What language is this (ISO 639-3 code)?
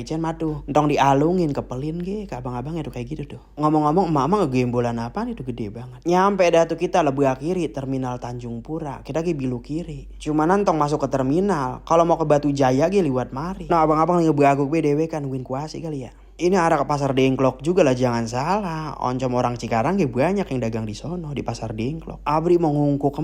bew